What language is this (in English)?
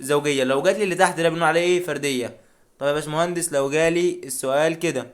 Egyptian Arabic